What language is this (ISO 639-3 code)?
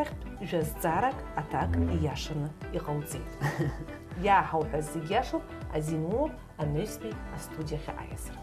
abk